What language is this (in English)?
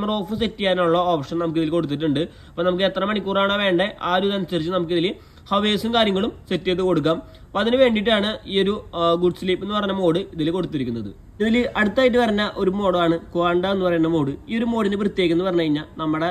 Malayalam